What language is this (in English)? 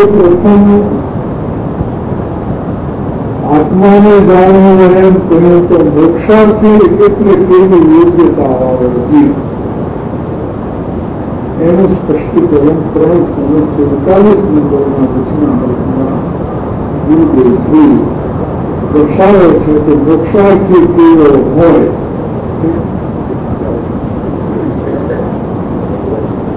Gujarati